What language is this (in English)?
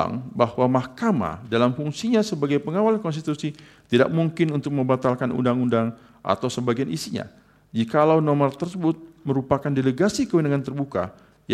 Indonesian